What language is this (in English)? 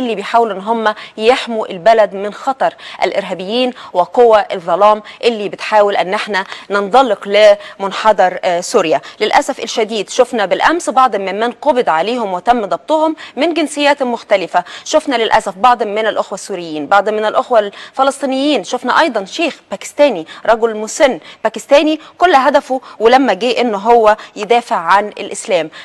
Egyptian Arabic